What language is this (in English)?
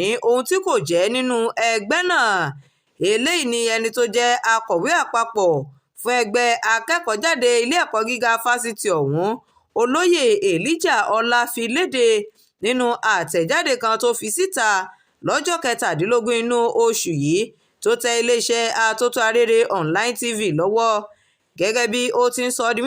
Yoruba